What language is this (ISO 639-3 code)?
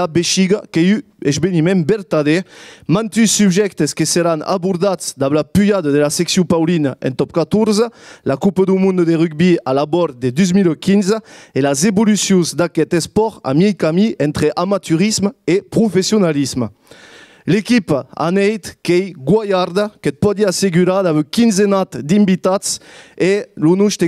oci